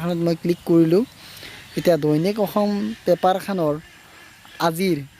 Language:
Assamese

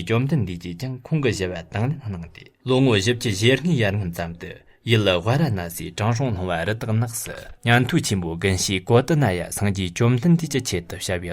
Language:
Tibetan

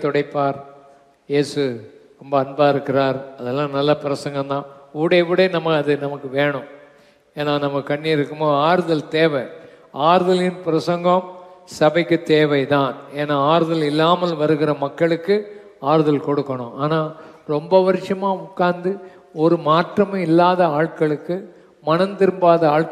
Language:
Tamil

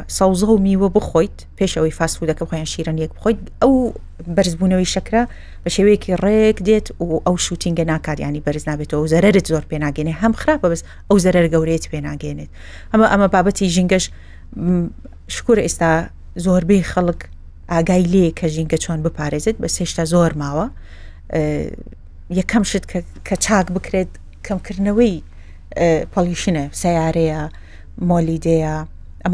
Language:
Central Kurdish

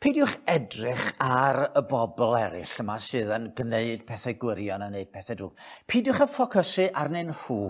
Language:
Welsh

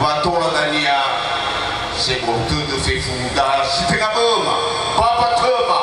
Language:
Nias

